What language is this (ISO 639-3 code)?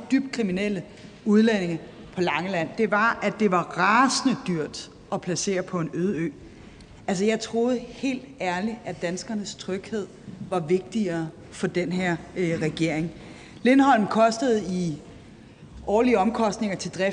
dan